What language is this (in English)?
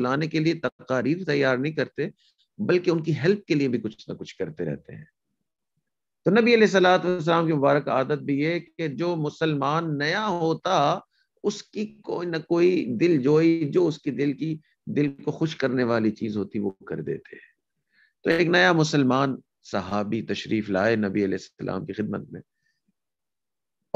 Urdu